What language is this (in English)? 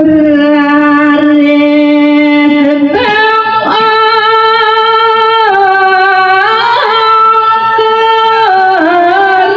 Balinese